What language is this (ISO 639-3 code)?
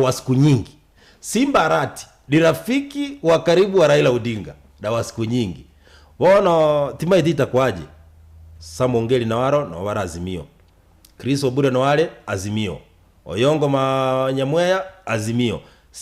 guz